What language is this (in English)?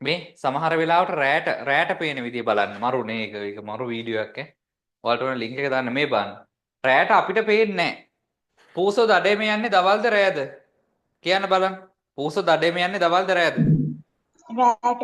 Sinhala